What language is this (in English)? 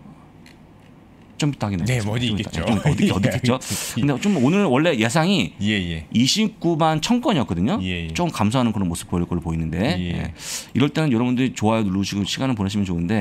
Korean